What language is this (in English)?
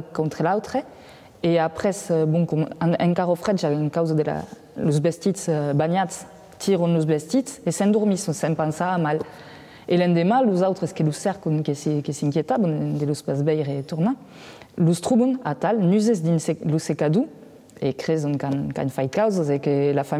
Occitan